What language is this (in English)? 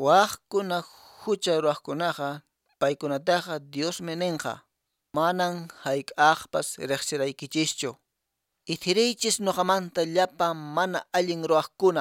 Quechua